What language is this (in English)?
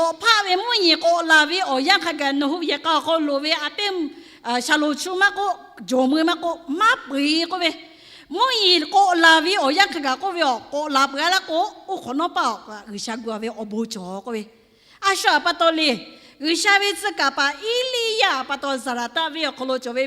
Lahu